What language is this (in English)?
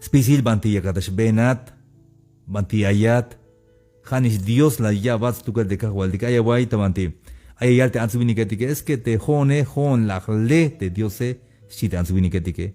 Tzeltal